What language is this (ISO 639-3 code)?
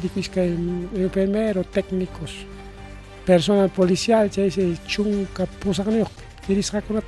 quy